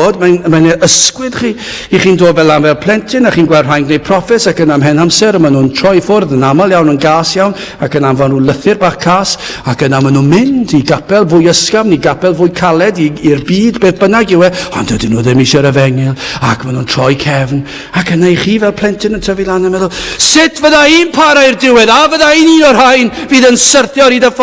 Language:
Welsh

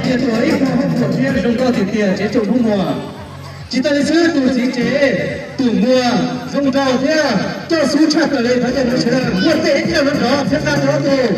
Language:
Hmong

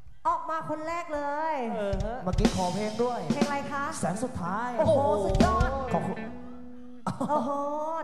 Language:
Thai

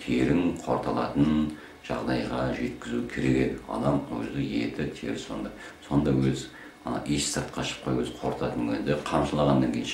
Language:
Kazakh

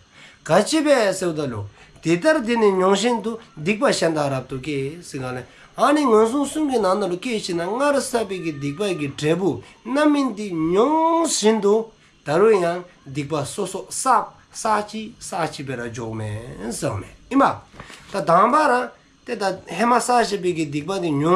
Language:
Dzongkha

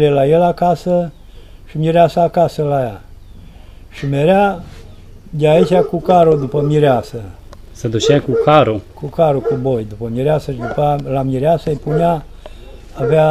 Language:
Romanian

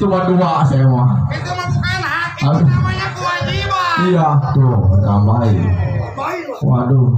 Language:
Betawi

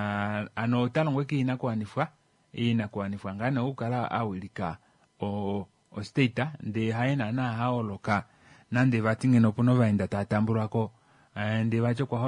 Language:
Kuanyama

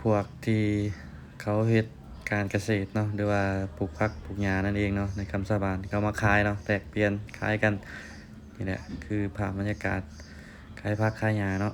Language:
Lao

